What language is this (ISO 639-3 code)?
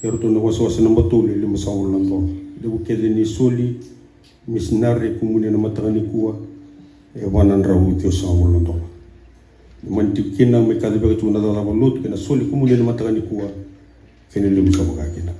fij